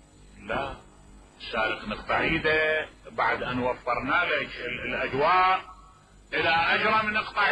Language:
Mesopotamian Arabic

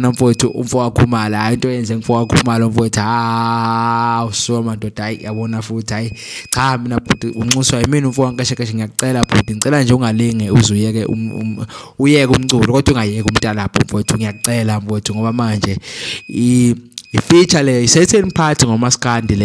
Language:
Zulu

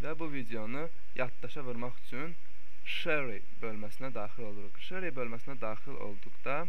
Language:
Azerbaijani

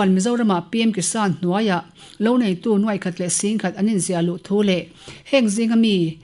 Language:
Mizo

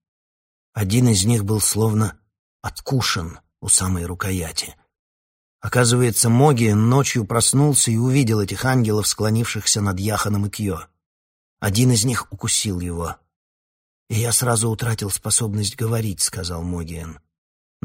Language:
Russian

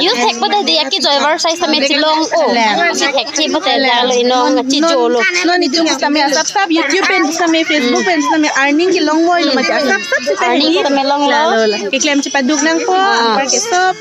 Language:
Karbi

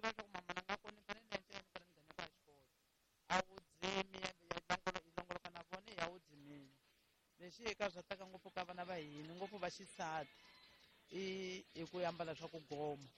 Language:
Tsonga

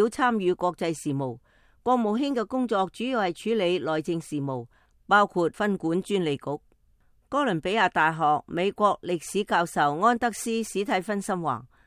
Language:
Cantonese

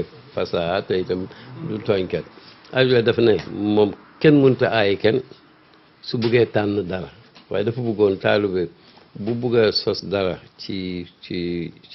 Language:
Wolof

